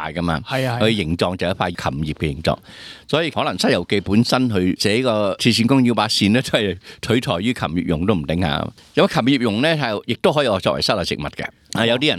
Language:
Cantonese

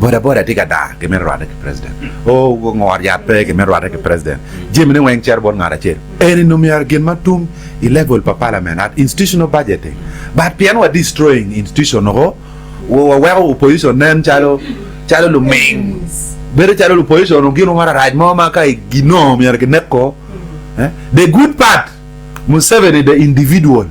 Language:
Acoli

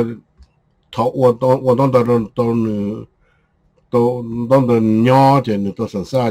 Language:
Hmong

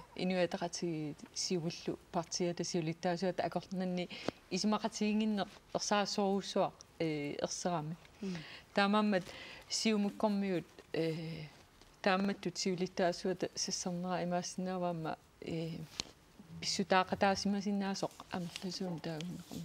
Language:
Kalaallisut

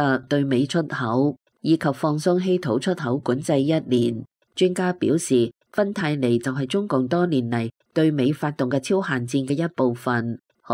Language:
Cantonese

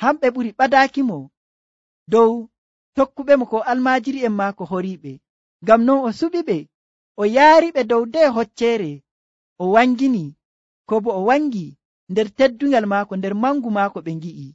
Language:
Nigerian Fulfulde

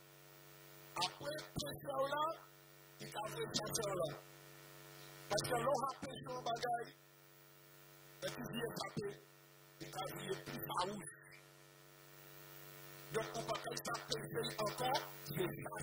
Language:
French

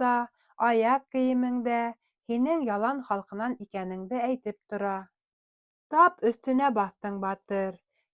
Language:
Bashkir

